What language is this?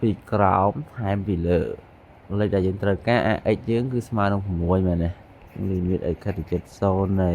Khmer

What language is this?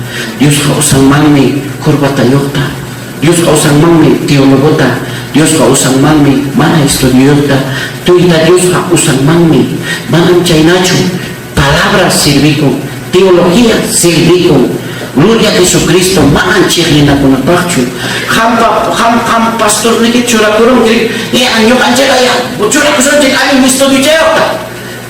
Ayacucho Quechua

